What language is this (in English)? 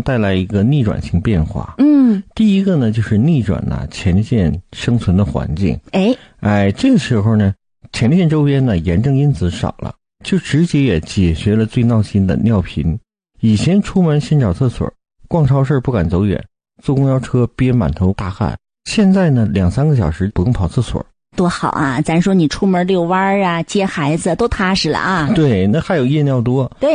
Chinese